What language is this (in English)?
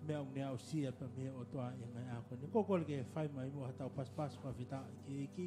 Tongan